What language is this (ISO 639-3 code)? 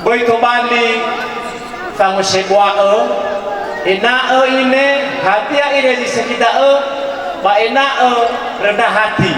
nia